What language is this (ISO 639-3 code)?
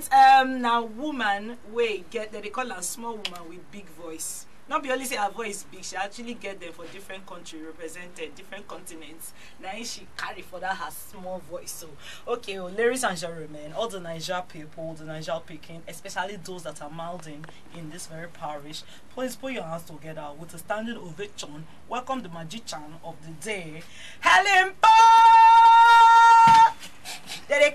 pcm